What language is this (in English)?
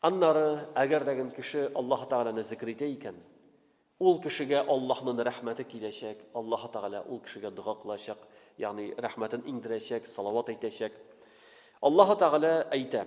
Tatar